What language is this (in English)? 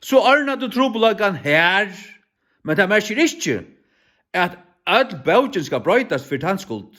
Faroese